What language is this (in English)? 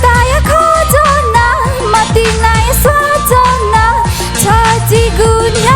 Newari